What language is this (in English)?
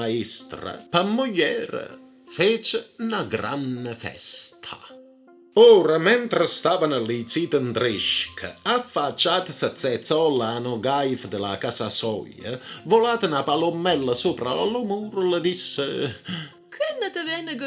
Neapolitan